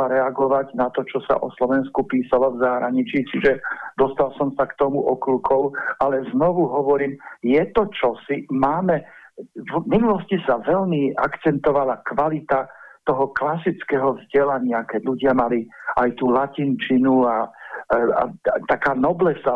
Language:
Slovak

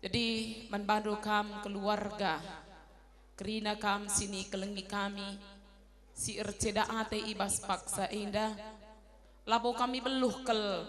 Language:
Batak Karo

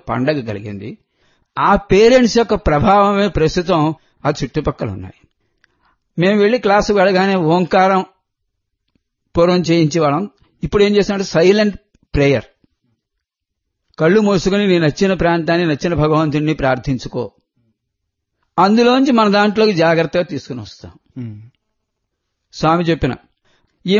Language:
Telugu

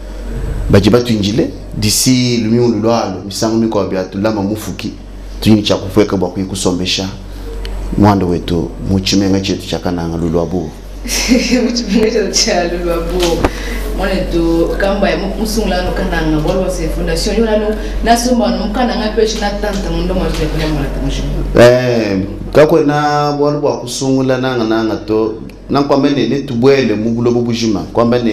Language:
Luba-Lulua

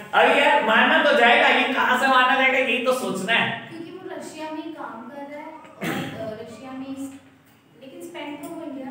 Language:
Hindi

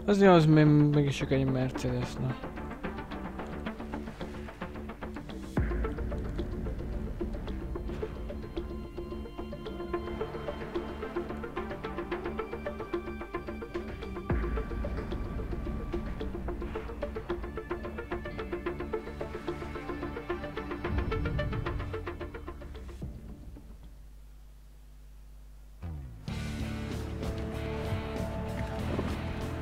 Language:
Hungarian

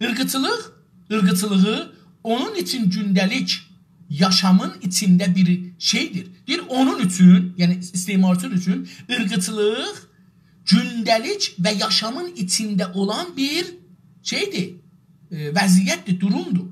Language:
South Azerbaijani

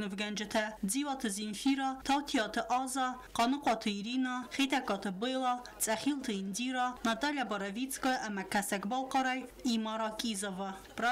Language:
Ossetic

